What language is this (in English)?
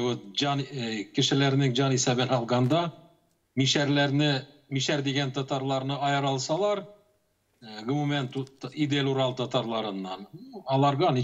Tatar